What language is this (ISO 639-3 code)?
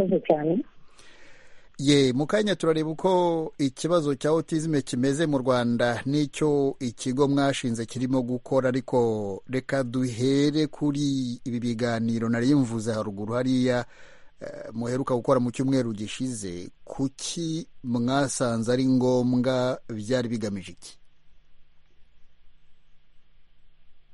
kin